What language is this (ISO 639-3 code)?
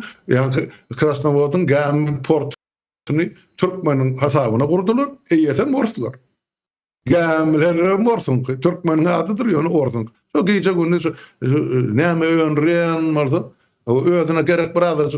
tuk